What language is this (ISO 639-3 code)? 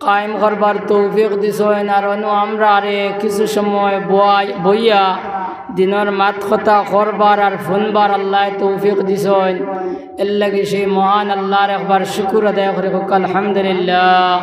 syl